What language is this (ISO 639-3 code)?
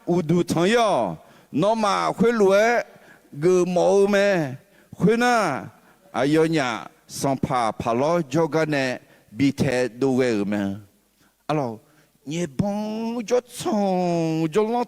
ahk